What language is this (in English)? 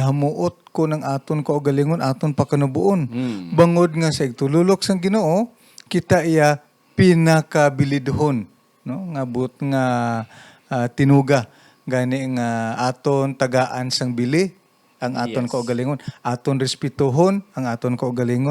Hiligaynon